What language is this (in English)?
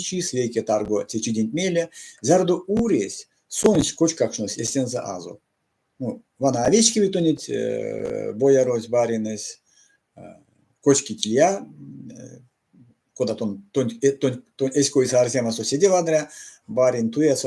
Erzya